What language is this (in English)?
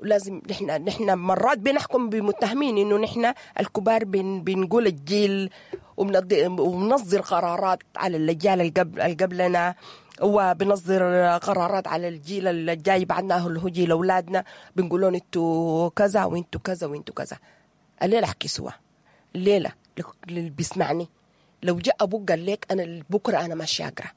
Sudanese Arabic